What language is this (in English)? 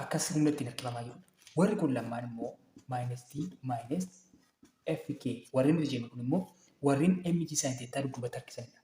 Oromo